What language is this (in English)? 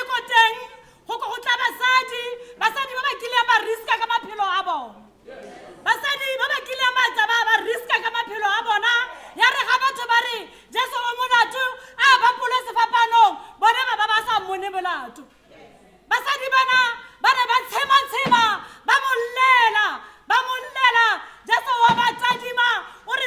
Tswana